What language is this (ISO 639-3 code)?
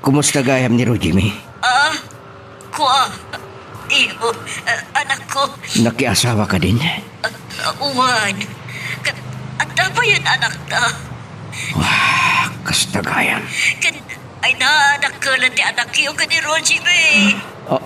ilo